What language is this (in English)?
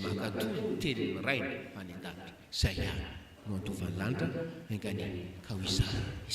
Malagasy